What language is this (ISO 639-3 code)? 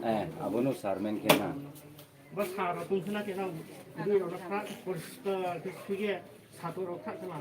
ria